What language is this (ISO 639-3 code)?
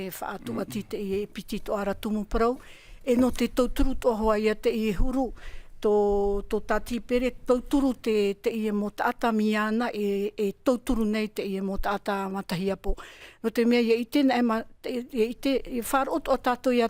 tah